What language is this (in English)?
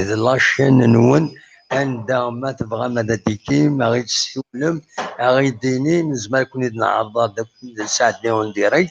Kabyle